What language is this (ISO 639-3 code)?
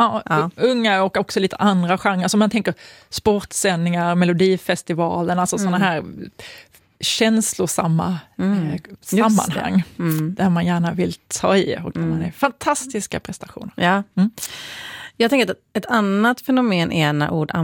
swe